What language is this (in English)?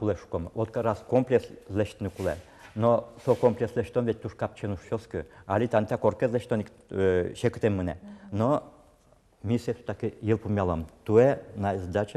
Udmurt